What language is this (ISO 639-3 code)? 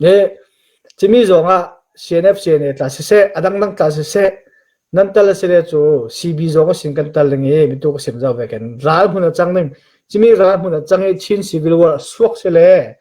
cfm